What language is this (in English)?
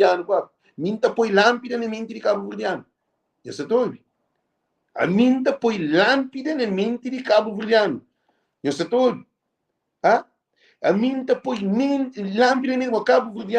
Kabuverdianu